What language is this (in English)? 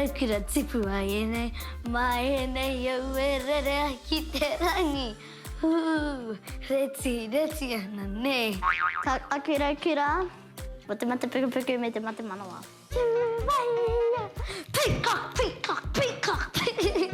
Māori